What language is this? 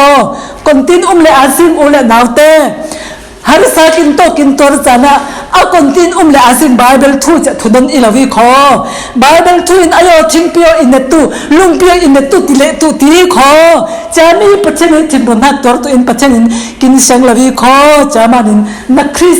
Falam Chin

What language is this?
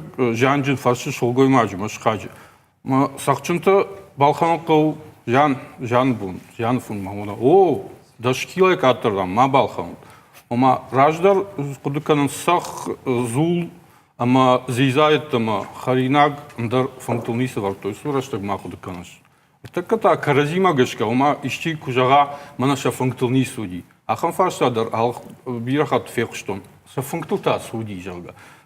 Ossetic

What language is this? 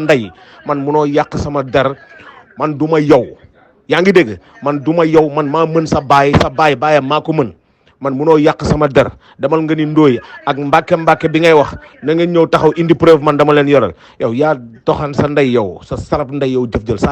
Wolof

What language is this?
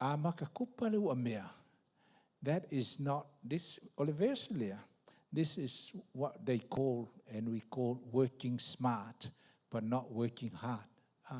Samoan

